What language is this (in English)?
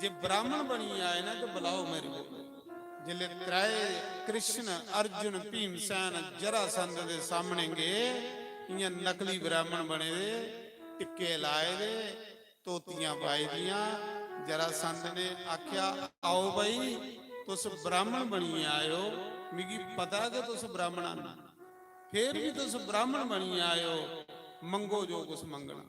Dogri